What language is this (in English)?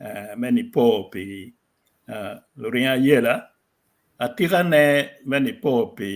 Acoli